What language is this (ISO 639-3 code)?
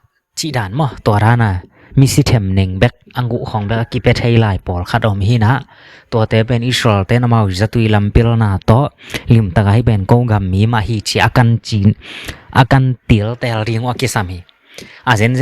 ctd